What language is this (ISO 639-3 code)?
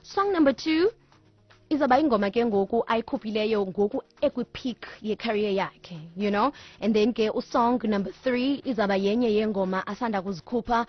xho